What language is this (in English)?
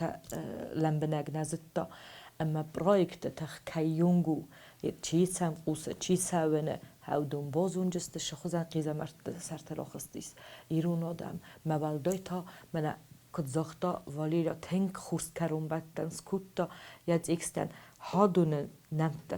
Ossetic